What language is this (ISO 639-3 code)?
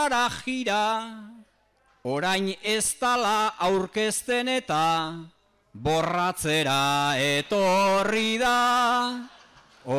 eus